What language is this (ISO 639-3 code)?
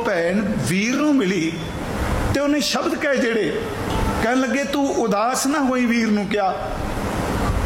pan